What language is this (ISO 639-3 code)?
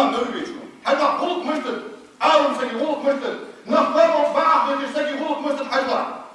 inh